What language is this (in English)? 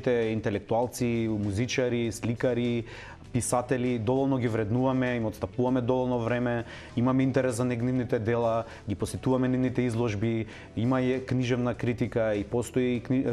Macedonian